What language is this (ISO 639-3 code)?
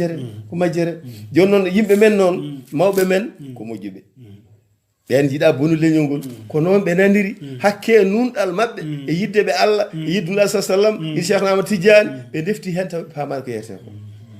ful